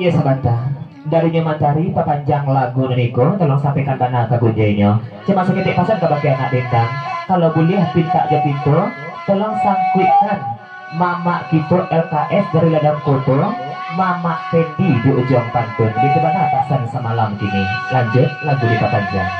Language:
Minangkabau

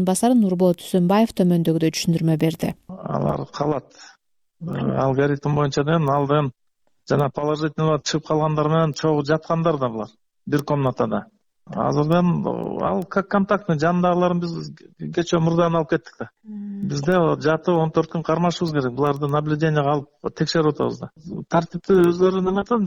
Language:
Kyrgyz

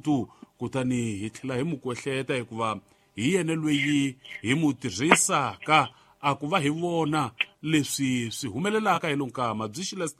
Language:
Tsonga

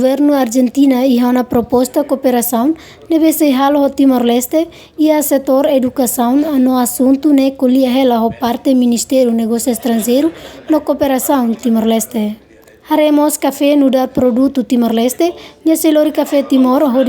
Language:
Tetum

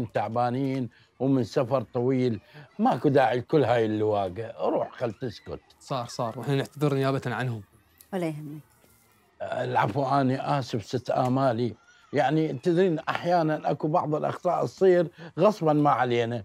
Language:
Mesopotamian Arabic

